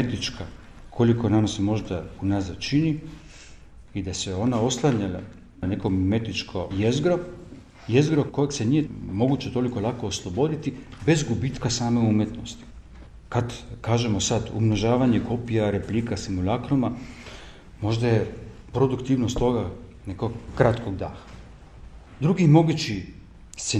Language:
Serbian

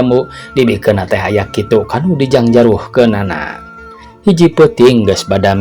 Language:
Sundanese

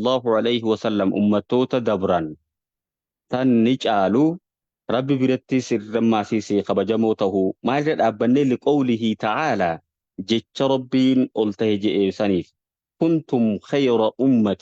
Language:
Oromo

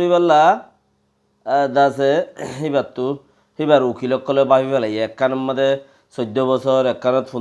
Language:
Rohingya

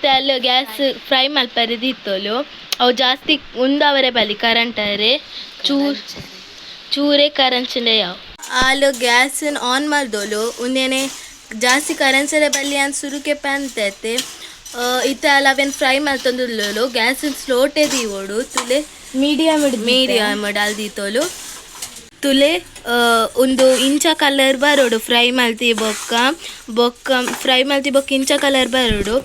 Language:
Tulu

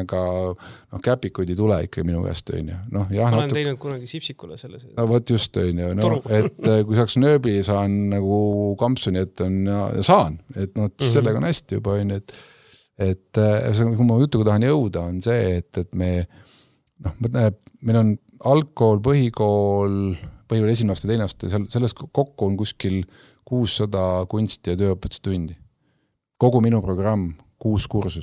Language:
Estonian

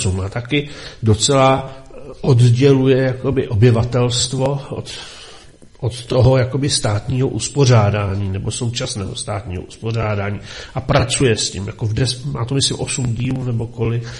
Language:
Czech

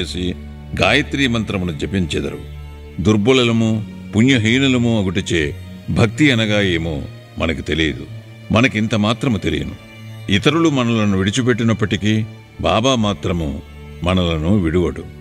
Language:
Telugu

